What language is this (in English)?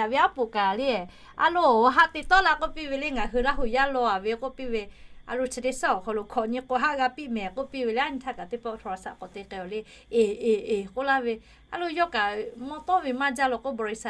Lahu